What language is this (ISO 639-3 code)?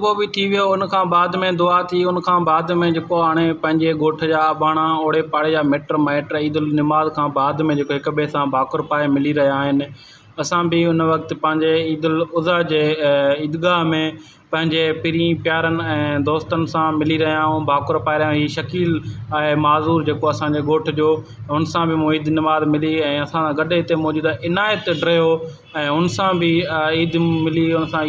snd